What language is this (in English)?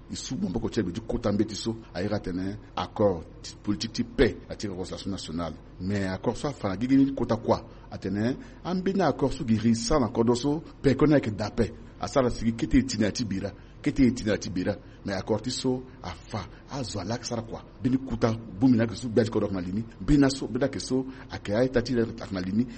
Sango